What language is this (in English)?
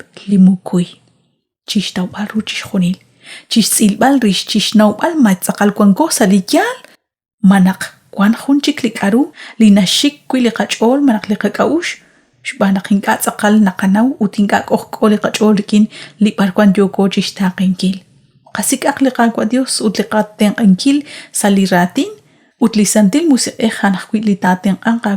Kekchí